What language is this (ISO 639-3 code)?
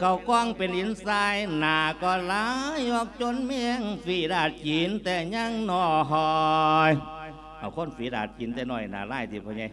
lao